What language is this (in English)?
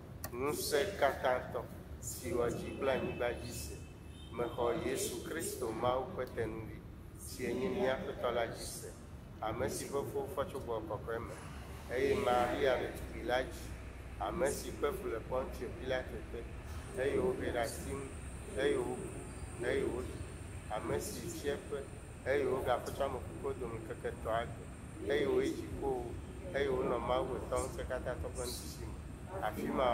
Ewe